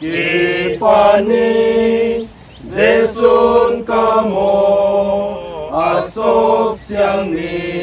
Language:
Paite Chin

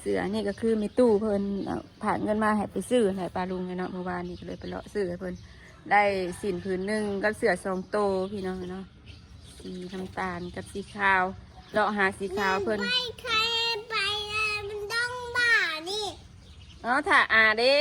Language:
Northeastern Thai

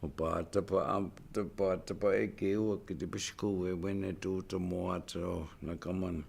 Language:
Chippewa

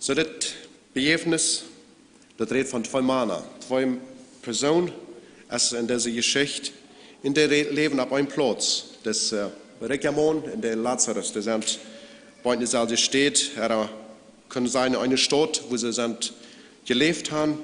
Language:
Plautdietsch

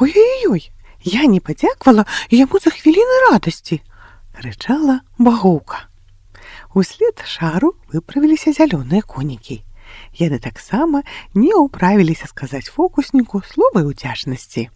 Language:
Belarusian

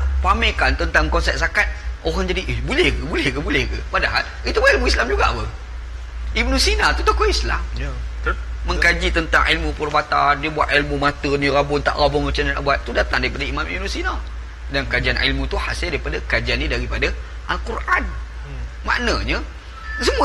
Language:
Malay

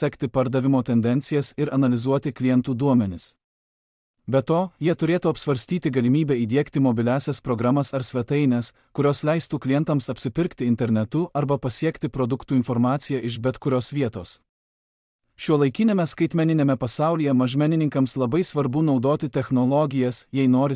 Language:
Lithuanian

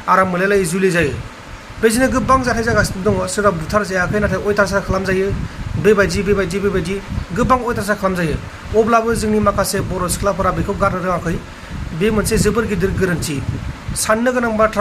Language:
Bodo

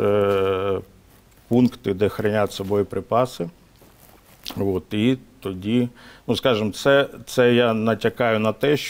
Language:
Ukrainian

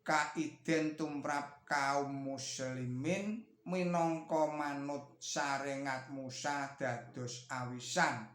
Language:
Javanese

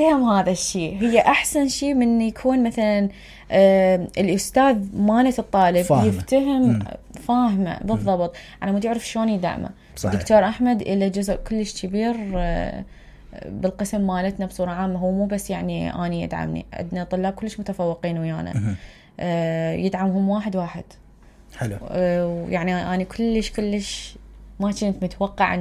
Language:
Mesopotamian Arabic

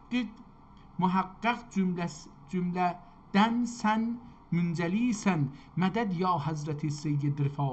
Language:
South Azerbaijani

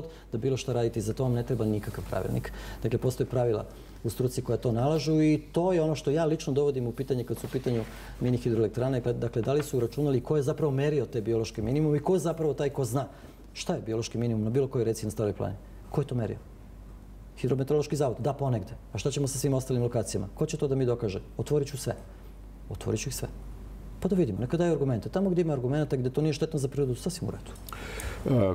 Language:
Serbian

